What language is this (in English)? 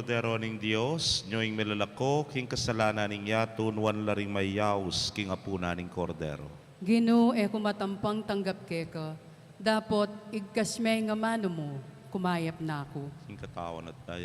Pampanga